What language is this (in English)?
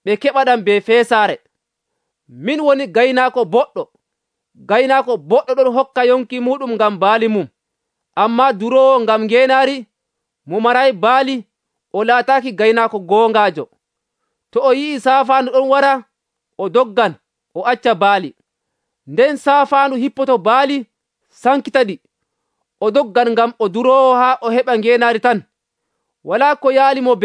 Nigerian Fulfulde